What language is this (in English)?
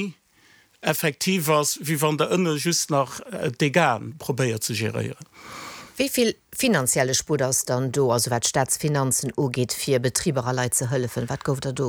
Luxembourgish